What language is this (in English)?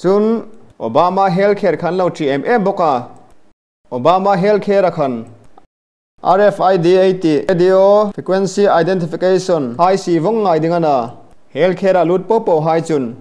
Hmar